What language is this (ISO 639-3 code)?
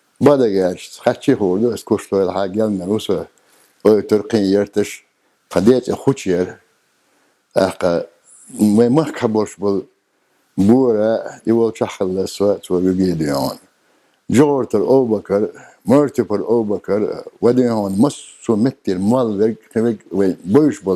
che